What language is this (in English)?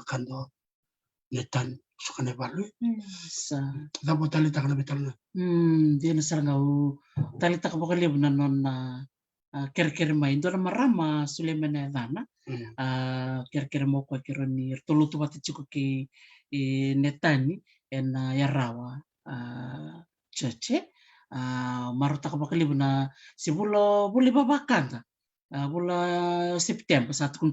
Fijian